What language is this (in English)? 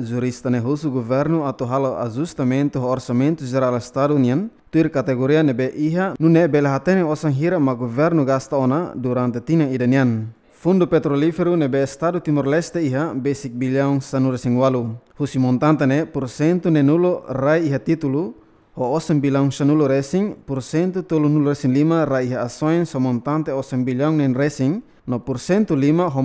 Tetum